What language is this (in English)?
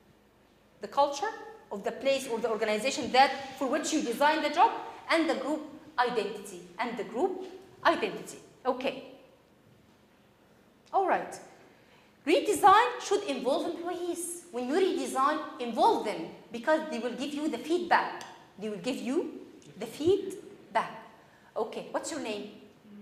English